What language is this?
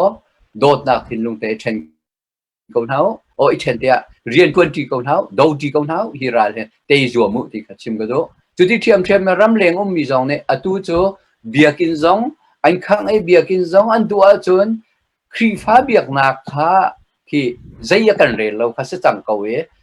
Hakha Chin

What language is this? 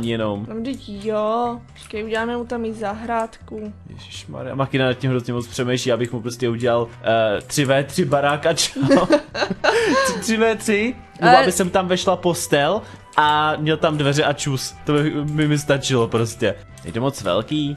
Czech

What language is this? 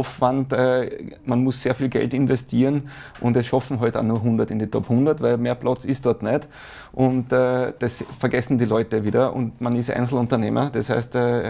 German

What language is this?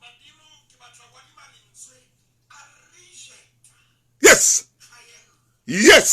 Southern Sotho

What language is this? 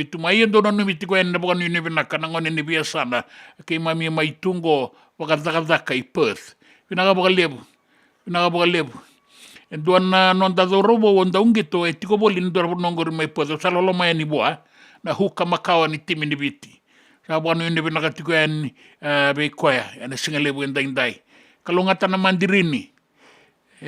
Fijian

